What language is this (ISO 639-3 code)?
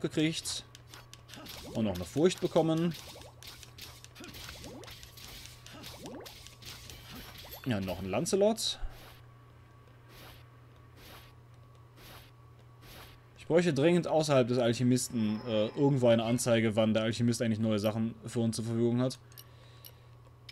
deu